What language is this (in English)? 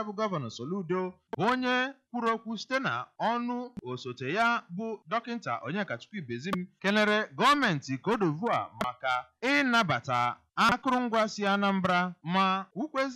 Igbo